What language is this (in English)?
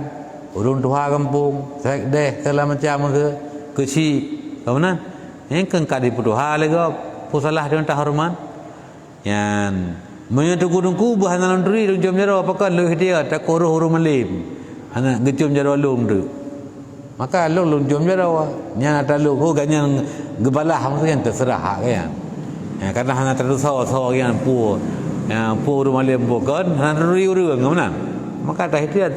Achinese